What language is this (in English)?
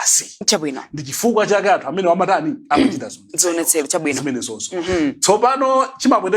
Nyanja